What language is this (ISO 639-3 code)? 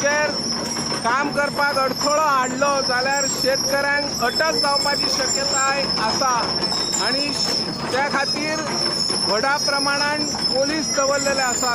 kok